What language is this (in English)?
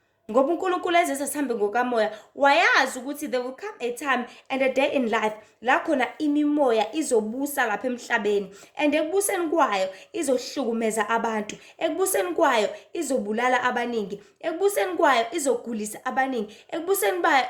Zulu